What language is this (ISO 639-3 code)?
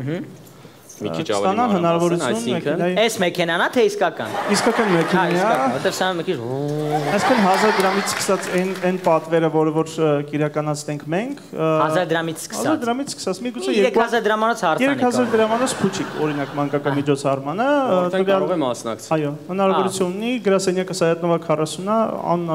hye